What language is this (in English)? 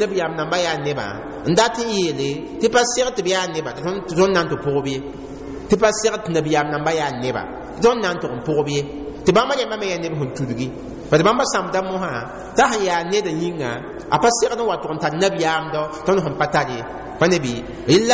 Mossi